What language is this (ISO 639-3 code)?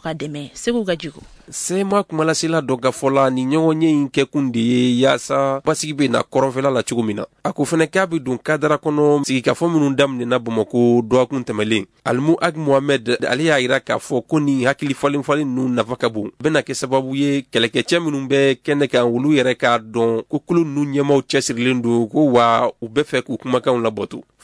bam